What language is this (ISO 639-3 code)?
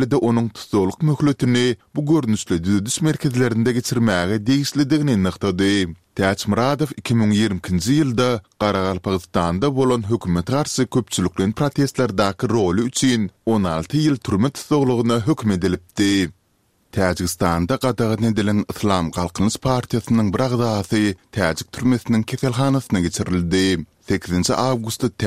kir